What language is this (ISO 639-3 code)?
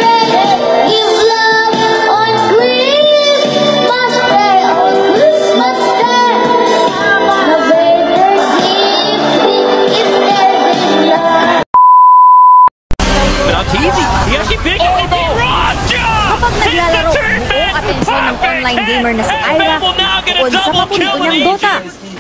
fil